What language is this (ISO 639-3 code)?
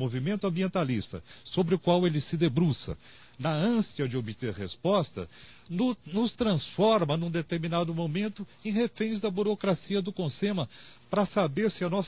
por